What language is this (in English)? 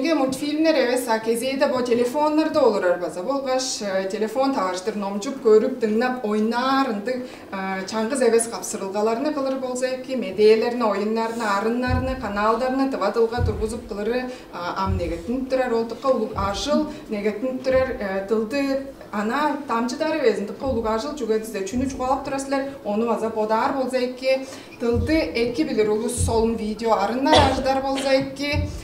Tuvinian